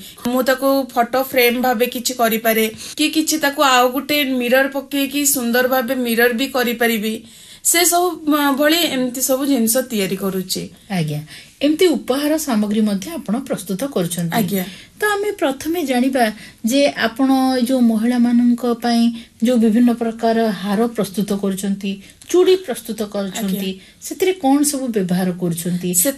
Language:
Odia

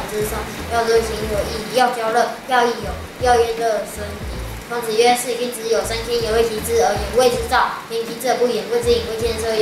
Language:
Literary Chinese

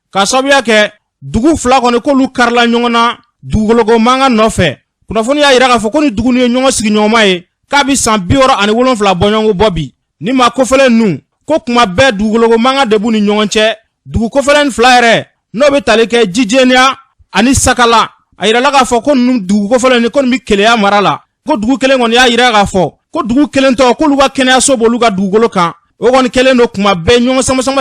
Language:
Bambara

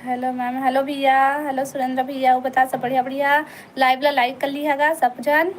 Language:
Chhattisgarhi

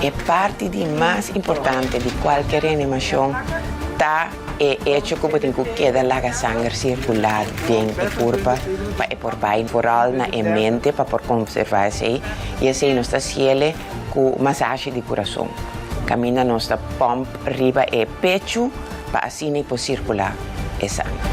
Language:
Papiamento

